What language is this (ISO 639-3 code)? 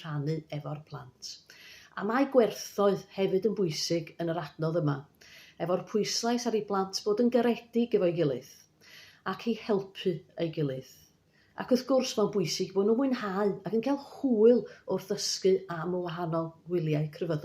cym